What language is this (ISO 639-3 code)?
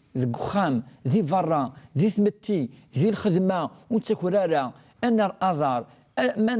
kab